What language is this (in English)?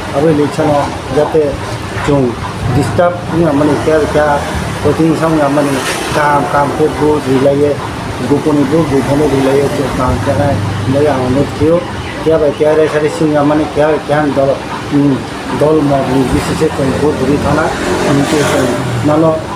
Riang (India)